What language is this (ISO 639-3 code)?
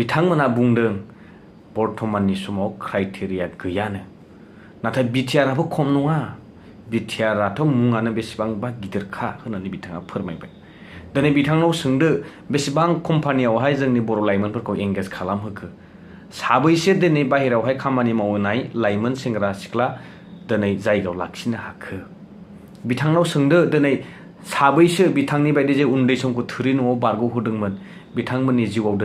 brx